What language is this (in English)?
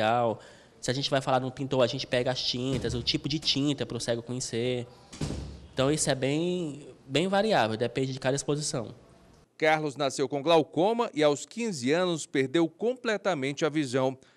Portuguese